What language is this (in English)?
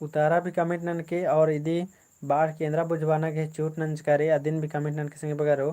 Kurukh